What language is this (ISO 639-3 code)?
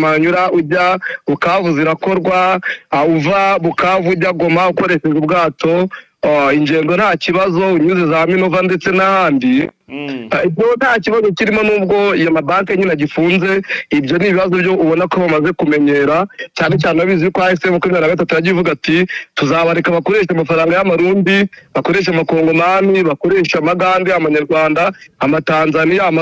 kin